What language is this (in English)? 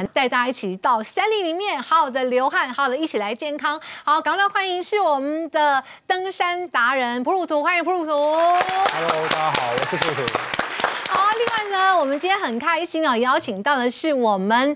Chinese